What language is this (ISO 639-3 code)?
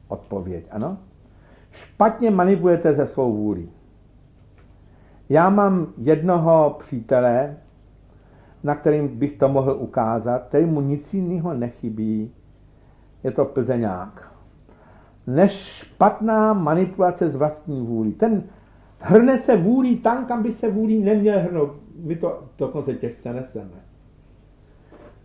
ces